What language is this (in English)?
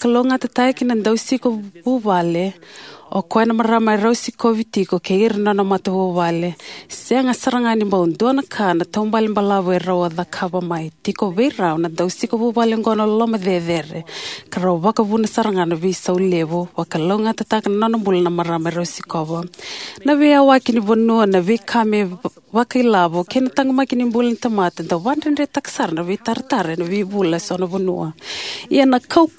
Fijian